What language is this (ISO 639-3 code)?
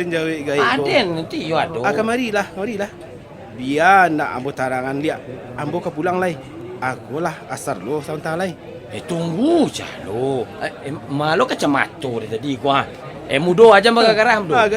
min